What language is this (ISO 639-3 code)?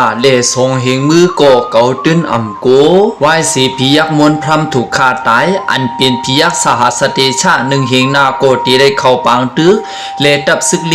shn